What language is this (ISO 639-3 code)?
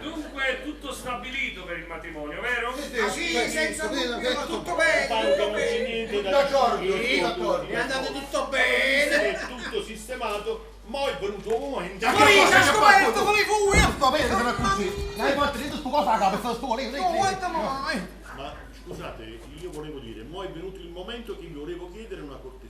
nap